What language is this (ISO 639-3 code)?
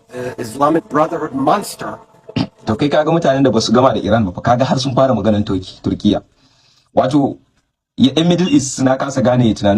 hau